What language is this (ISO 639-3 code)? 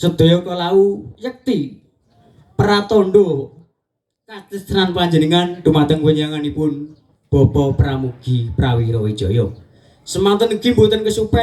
jav